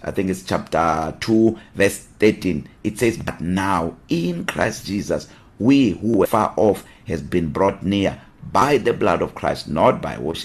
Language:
English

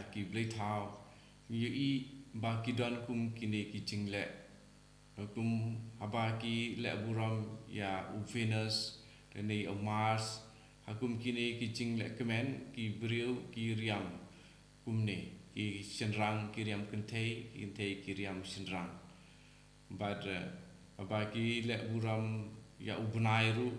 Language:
Khasi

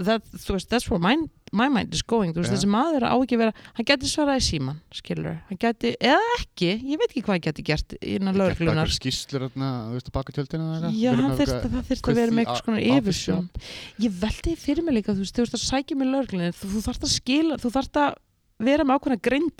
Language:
Icelandic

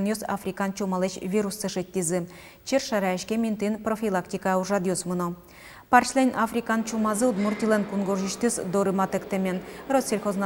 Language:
Udmurt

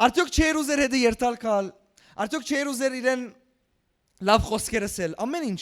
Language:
Western Armenian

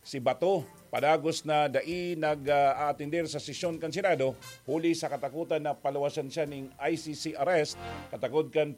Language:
Bikol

